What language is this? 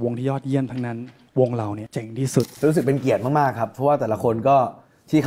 Thai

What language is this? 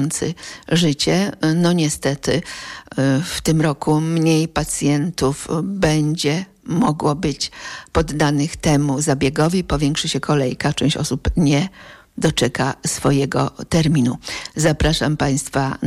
Polish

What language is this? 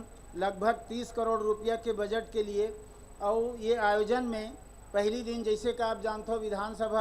Chhattisgarhi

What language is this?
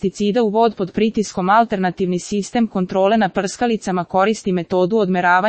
Serbian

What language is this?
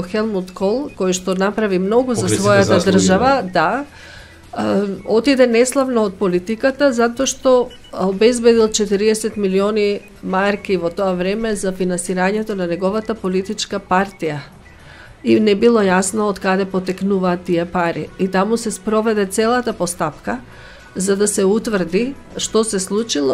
Macedonian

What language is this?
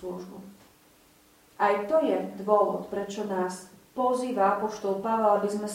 Slovak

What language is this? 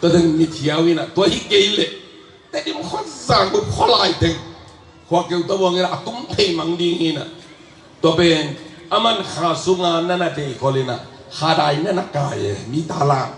Tedim Chin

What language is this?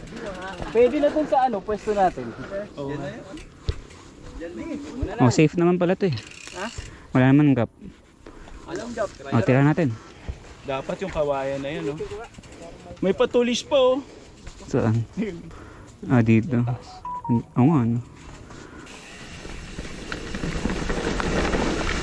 Filipino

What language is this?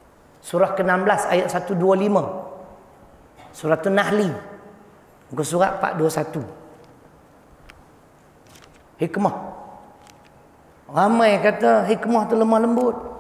Malay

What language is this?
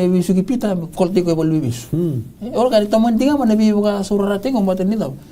Fijian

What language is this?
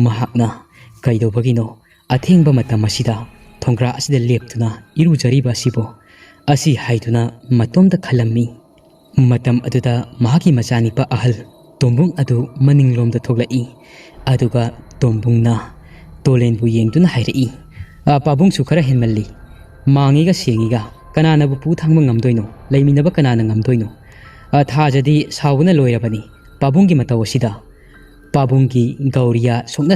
Manipuri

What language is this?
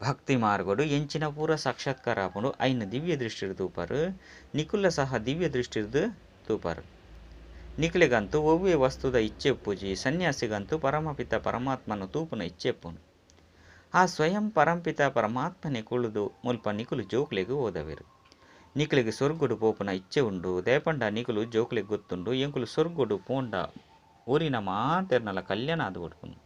Tulu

